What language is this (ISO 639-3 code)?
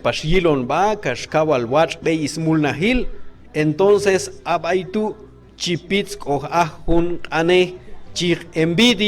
kjb